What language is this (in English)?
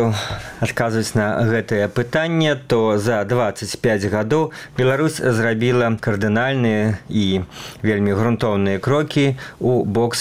Belarusian